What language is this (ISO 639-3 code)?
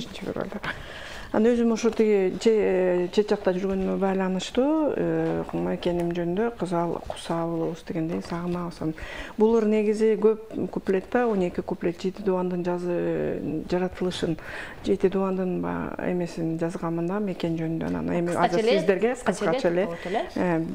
kir